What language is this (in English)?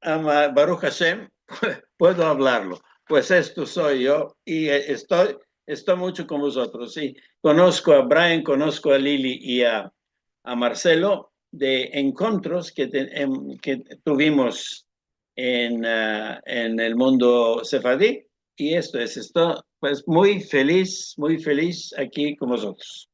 Ladino